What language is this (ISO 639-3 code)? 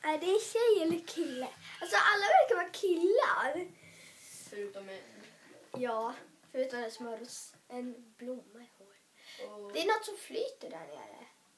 swe